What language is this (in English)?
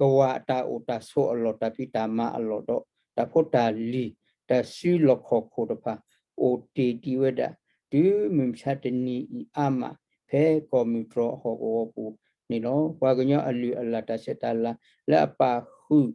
S'gaw Karen